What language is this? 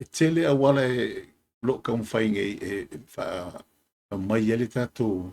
Samoan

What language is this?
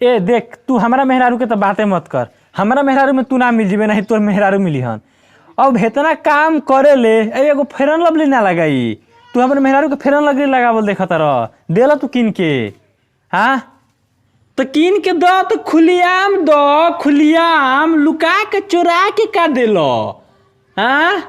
Bhojpuri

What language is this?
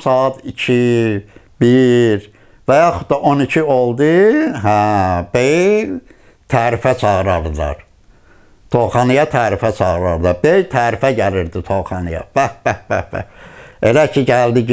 Azerbaijani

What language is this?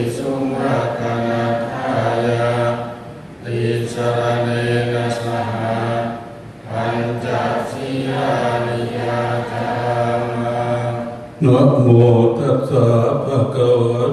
Pali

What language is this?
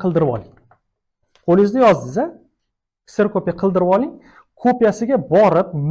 Uzbek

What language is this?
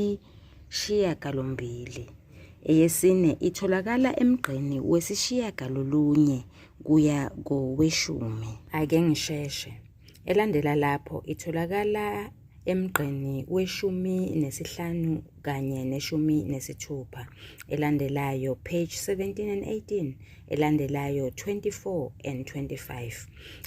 Zulu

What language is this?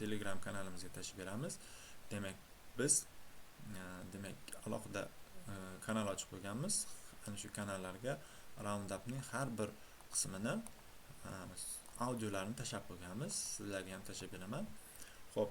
Uzbek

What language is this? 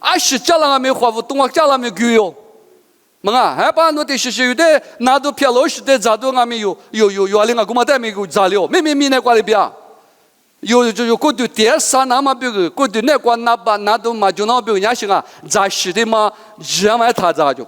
Lisu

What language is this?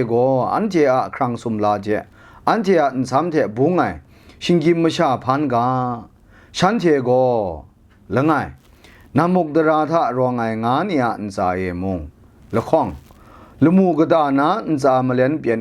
Kachin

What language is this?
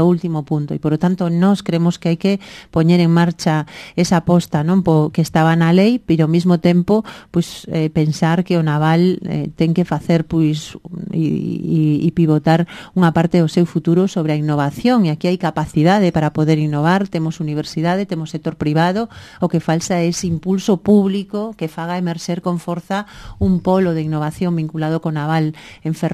Galician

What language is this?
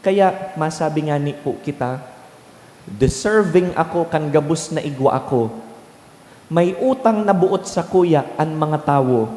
Bikol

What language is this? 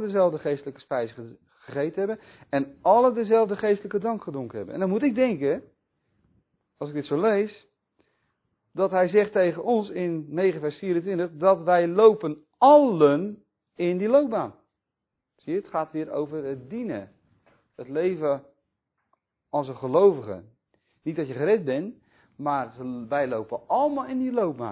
Dutch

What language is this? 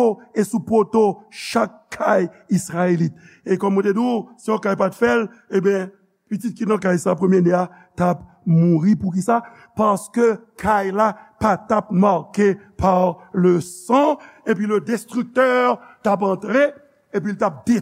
Haitian Creole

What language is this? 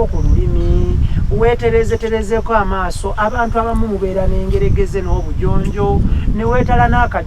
Ganda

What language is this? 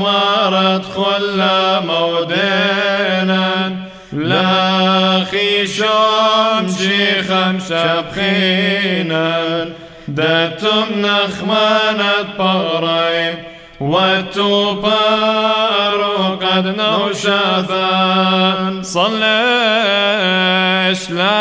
Classical Syriac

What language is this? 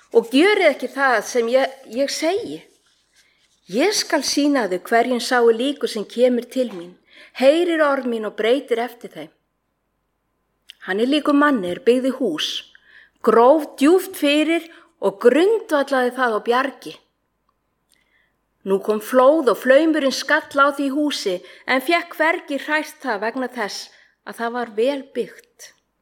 Icelandic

